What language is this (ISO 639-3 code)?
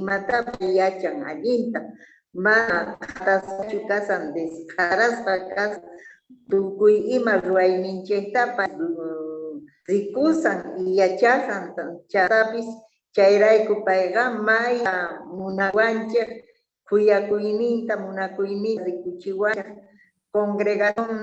quh